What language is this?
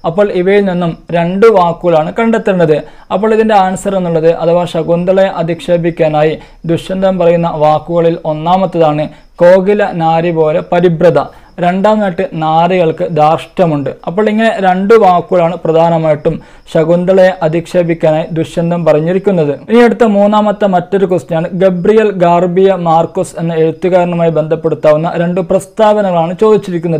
Malayalam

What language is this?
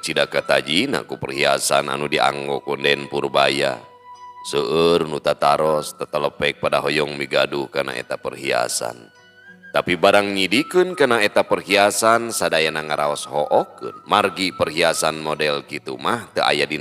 Sundanese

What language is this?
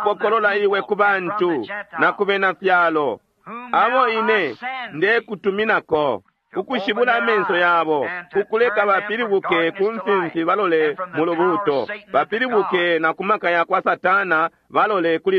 Bemba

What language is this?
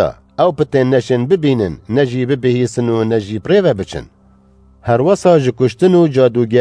Kurdish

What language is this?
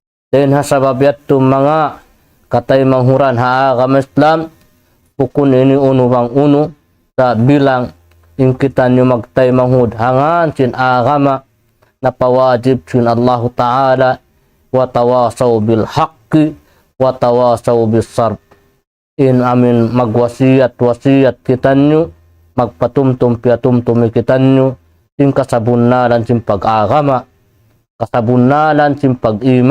Tausug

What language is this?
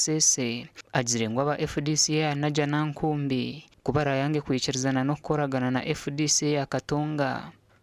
Nyankole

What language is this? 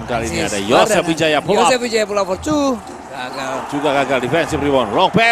Indonesian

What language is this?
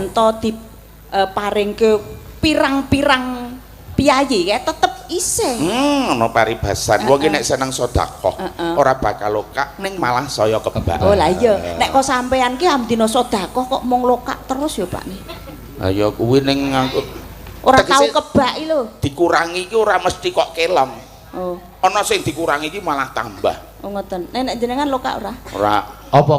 Javanese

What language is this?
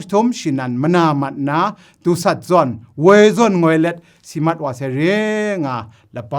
Kachin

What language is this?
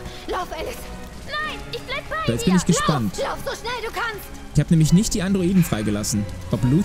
German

